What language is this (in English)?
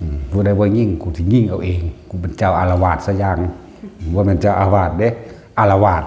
Northeastern Thai